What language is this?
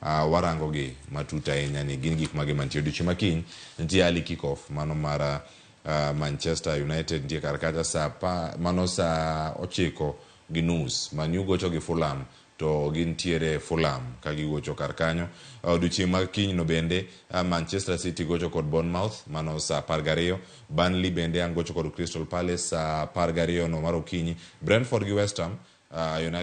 Luo (Kenya and Tanzania)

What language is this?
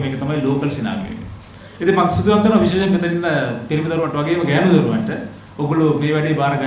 Sinhala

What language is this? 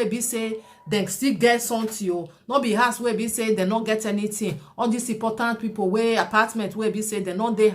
Nigerian Pidgin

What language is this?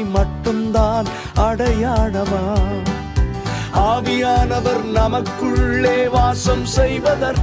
Tamil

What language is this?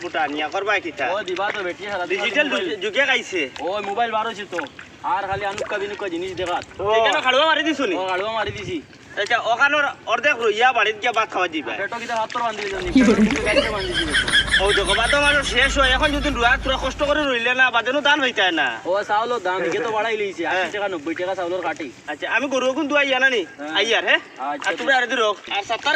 Sylheti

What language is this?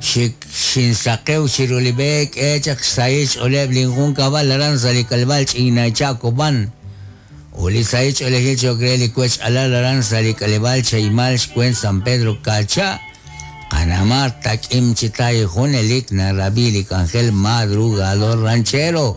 Kekchí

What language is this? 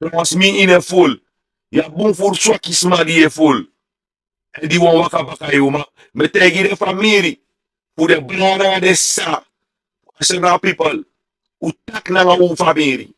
Sranan Tongo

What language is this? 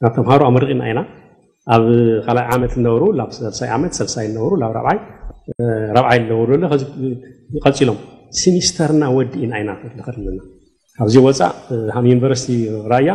Tigrinya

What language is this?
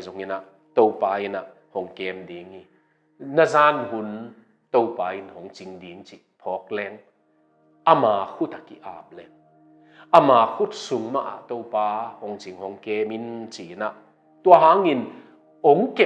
Tedim Chin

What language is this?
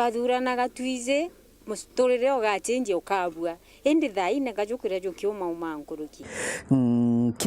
Meru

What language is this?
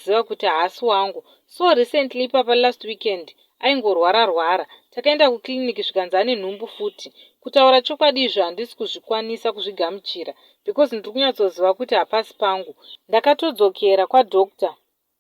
Shona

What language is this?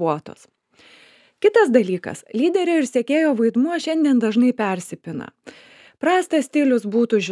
Lithuanian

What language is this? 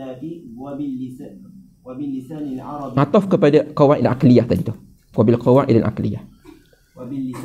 Malay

